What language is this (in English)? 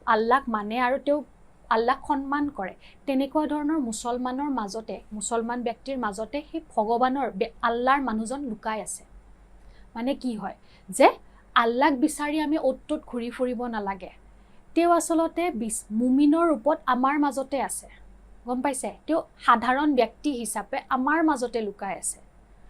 Assamese